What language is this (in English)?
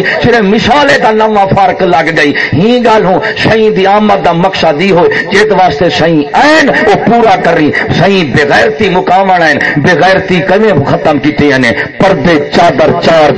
Saraiki